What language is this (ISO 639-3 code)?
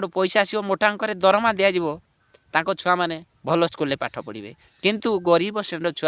ori